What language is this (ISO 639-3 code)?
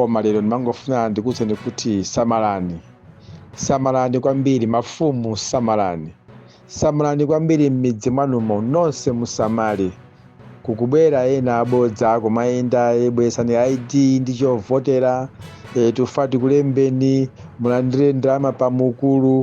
nya